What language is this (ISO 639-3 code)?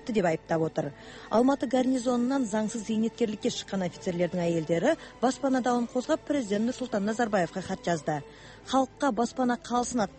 kaz